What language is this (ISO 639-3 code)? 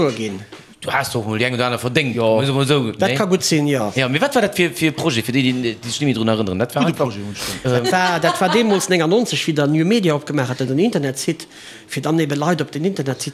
ltz